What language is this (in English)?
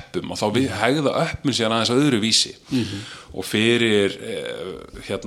Icelandic